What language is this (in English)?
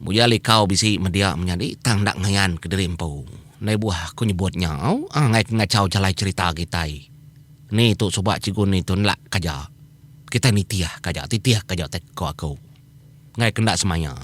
Iban